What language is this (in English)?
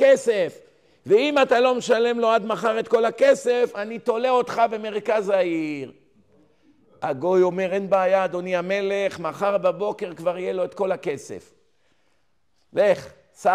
Hebrew